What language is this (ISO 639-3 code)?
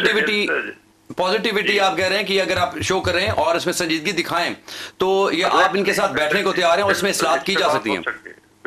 urd